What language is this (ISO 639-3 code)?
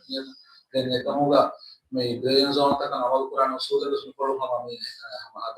div